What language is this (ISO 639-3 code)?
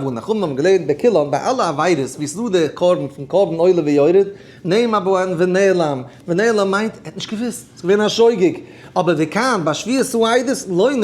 yid